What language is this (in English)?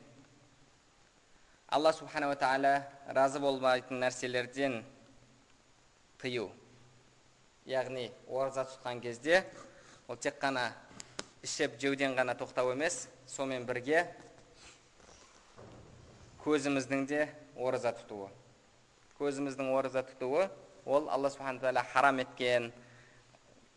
Kazakh